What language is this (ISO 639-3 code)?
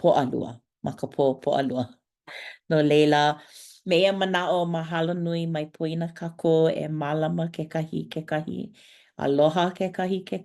haw